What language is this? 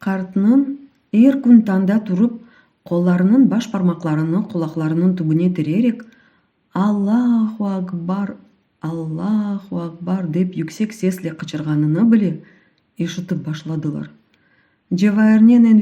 Crimean Tatar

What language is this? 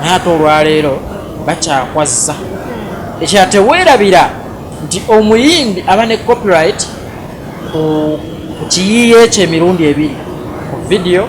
Ganda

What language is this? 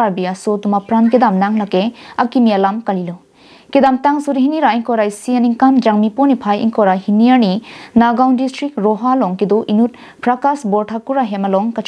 Karbi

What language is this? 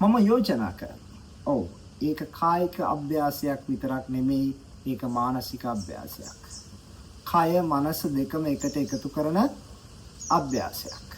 Sinhala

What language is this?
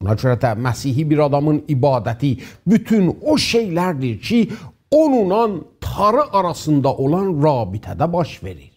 South Azerbaijani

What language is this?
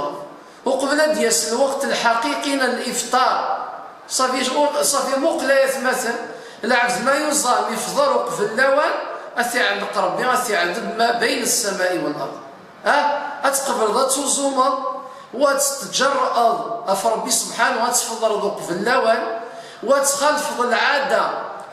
Kabyle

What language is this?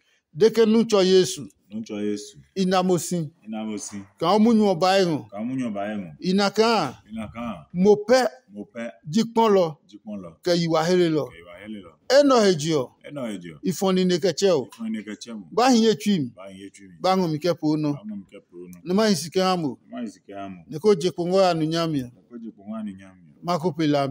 Adangme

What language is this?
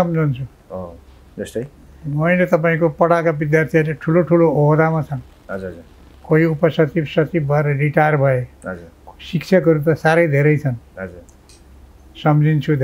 Nepali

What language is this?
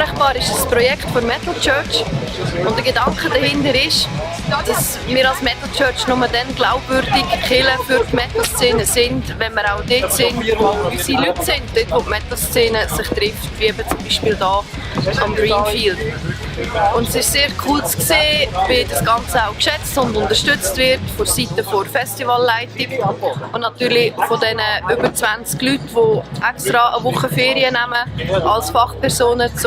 Swiss German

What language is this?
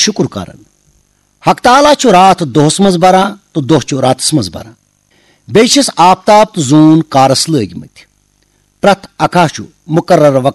Kashmiri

